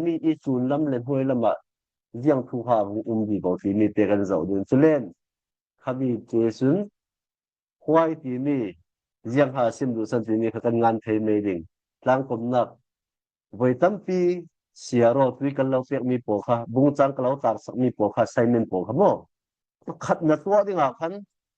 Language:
Falam Chin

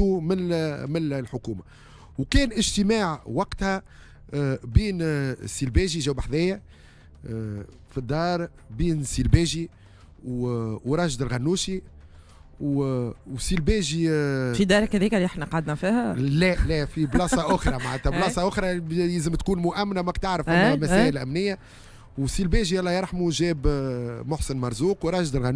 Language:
Tunisian Arabic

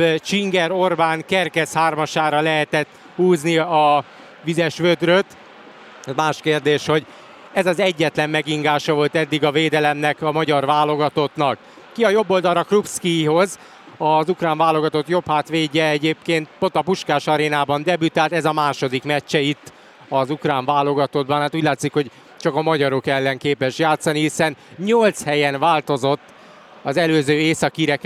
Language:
Hungarian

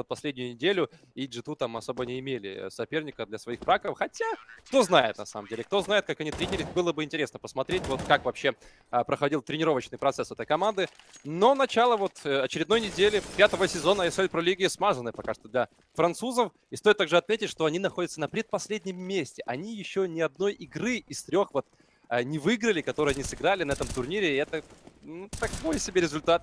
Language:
Russian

